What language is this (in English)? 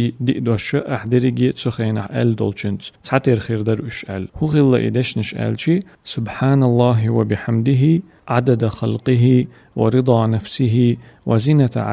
Chechen